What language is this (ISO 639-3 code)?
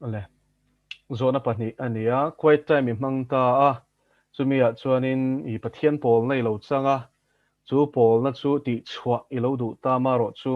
lus